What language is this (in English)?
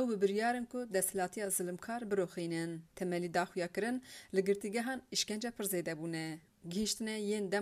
Kurdish